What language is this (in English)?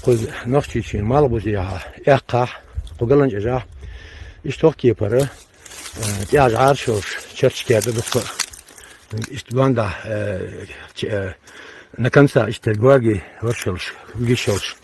Chechen